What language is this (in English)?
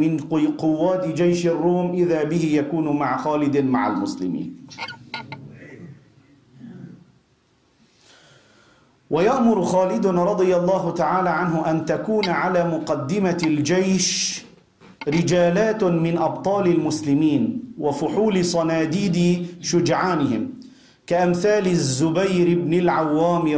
Arabic